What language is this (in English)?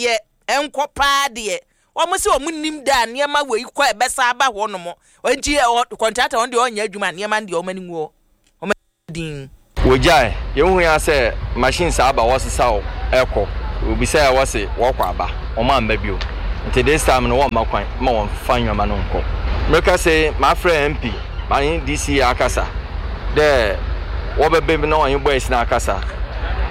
Akan